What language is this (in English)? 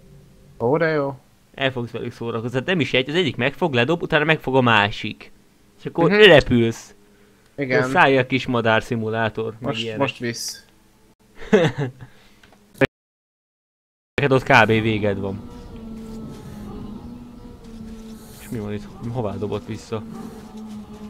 Hungarian